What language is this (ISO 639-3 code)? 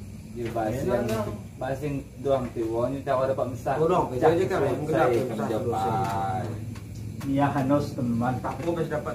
abl